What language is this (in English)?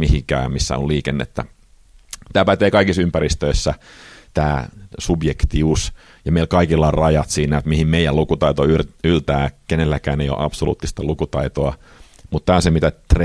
Finnish